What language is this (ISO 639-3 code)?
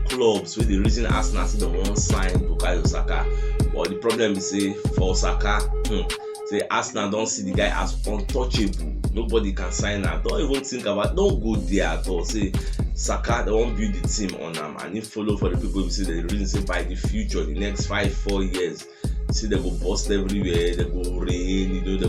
pcm